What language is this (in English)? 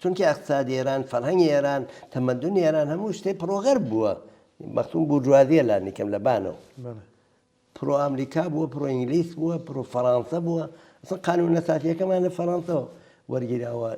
Central Kurdish